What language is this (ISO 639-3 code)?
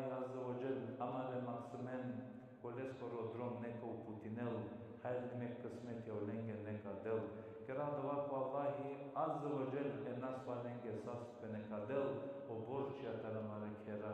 rmn